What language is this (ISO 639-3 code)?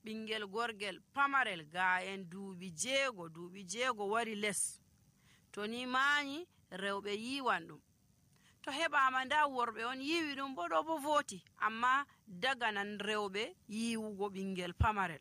fuv